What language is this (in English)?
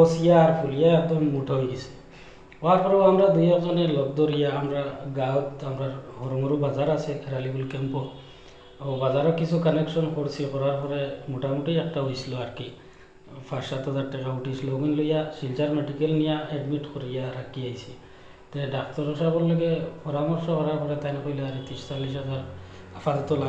Sylheti